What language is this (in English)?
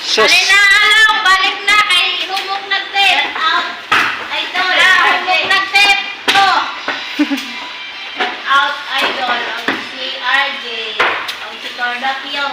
Cebuano